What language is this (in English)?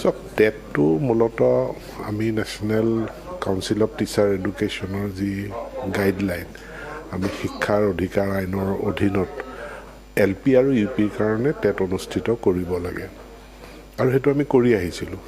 Assamese